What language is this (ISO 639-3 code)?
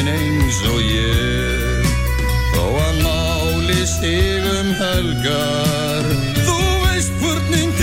isl